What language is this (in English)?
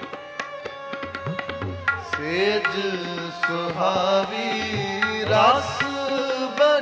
Punjabi